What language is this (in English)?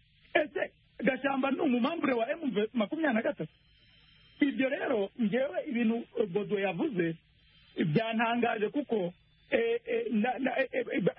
Kinyarwanda